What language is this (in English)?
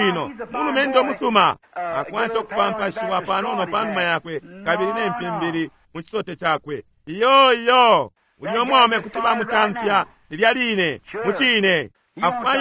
Bemba